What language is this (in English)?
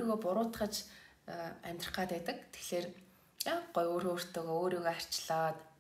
Mongolian